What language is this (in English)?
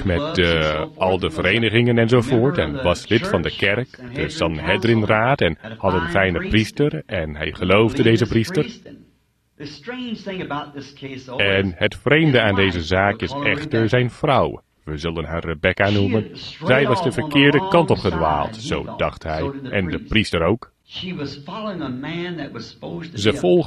Dutch